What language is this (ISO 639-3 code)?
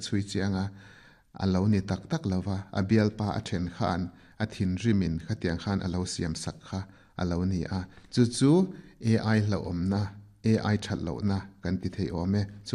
lus